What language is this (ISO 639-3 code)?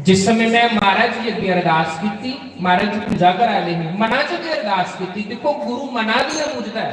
doi